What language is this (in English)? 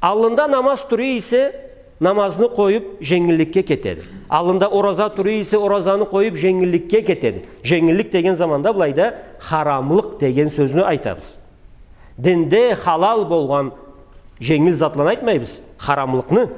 Karachay-Balkar